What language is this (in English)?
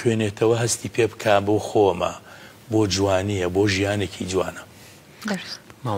Central Kurdish